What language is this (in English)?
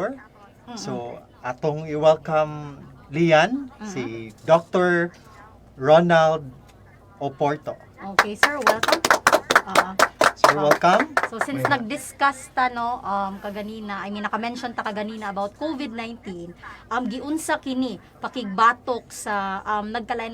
Cebuano